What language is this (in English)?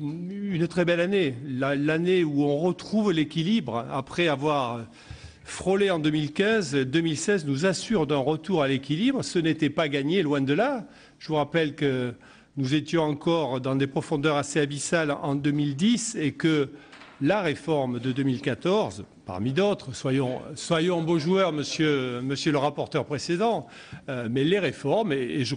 French